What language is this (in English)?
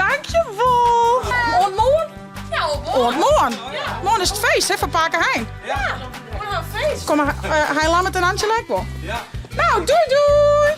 Western Frisian